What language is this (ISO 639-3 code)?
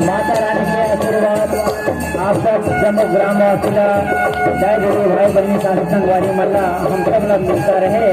hne